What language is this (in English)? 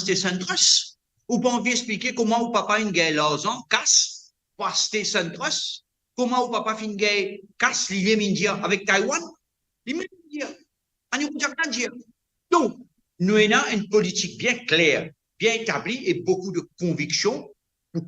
Morisyen